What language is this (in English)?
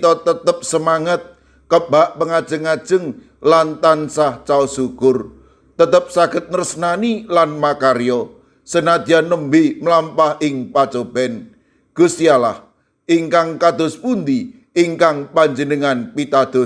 Javanese